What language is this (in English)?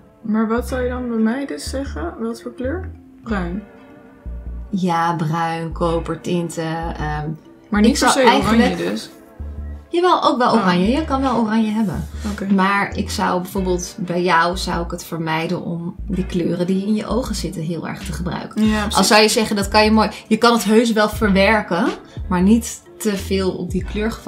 Dutch